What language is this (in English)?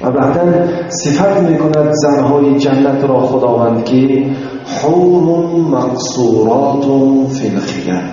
Tajik